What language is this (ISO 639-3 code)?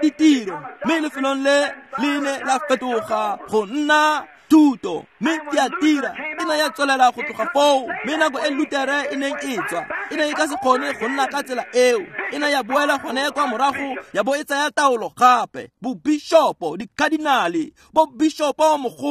tsn